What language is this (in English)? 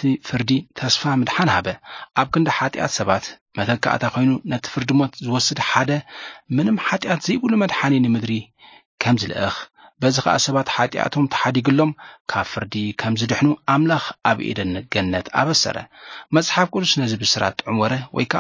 Tigrinya